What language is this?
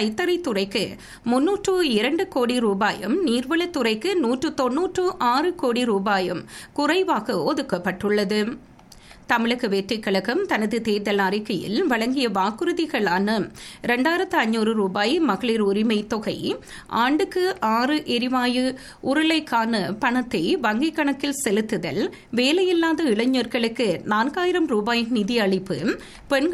Tamil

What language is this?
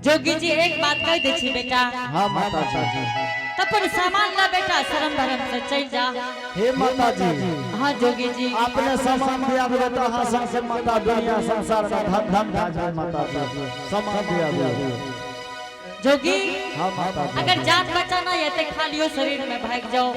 Angika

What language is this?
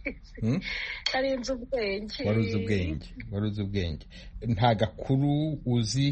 Kinyarwanda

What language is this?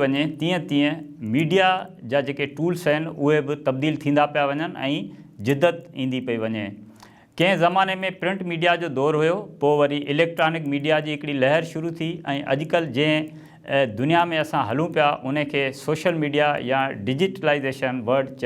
Sindhi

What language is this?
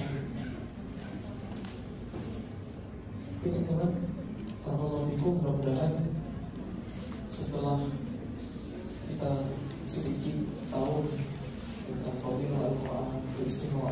Indonesian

